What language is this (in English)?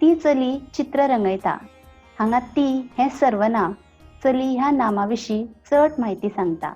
Konkani